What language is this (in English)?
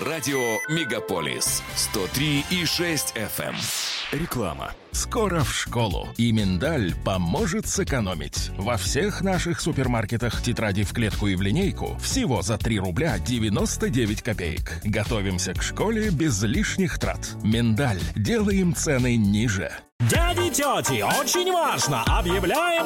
Russian